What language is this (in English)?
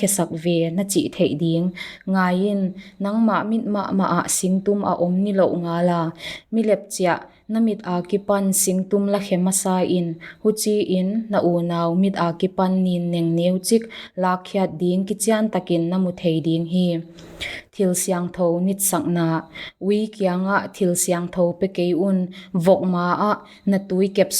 Paite Chin